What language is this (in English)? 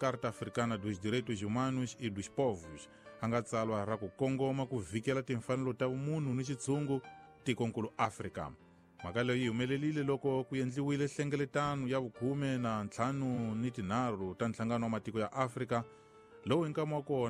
Tsonga